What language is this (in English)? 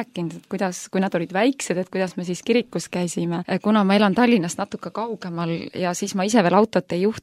Estonian